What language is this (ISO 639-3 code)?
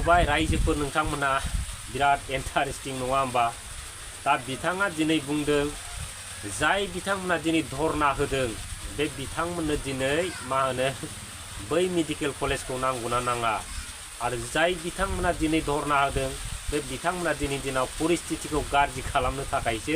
brx